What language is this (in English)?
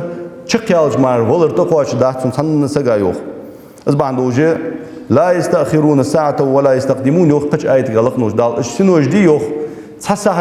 Ingush